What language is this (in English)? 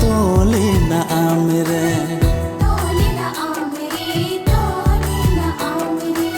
Santali